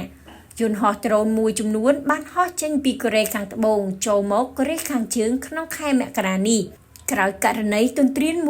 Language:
Khmer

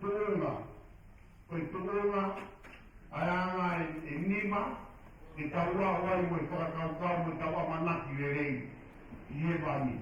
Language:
Tongan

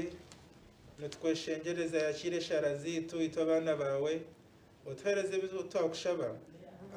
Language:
Nyankole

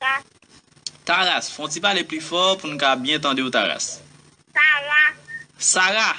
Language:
Haitian Creole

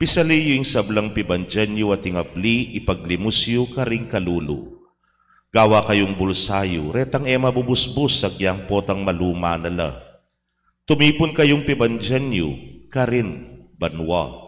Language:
Pampanga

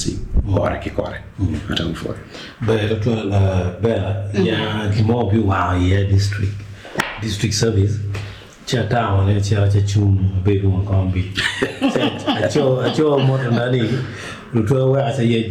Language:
Acoli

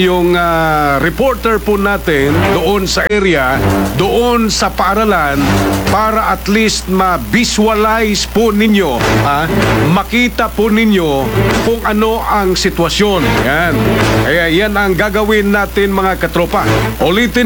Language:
Filipino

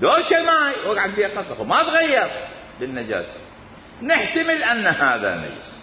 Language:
Mesopotamian Arabic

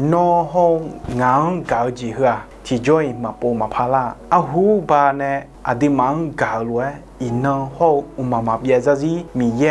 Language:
Akha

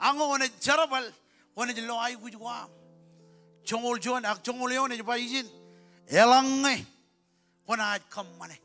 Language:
Marshallese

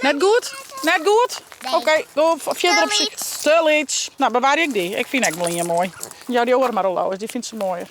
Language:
Western Frisian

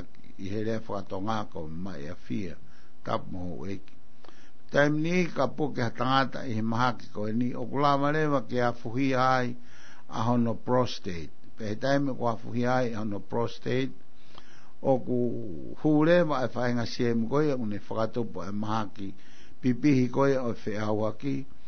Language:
Tongan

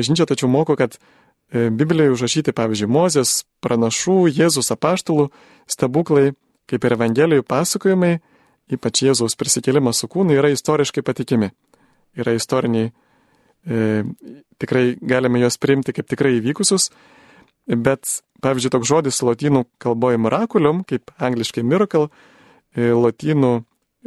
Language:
Lithuanian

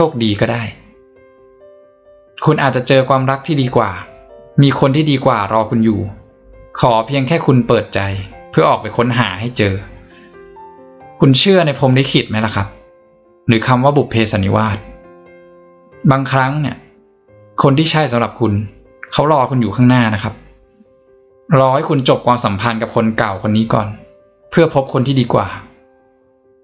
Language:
Thai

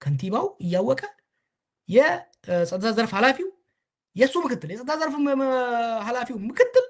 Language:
Amharic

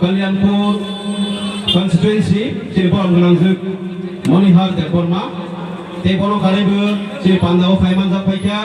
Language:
Kok Borok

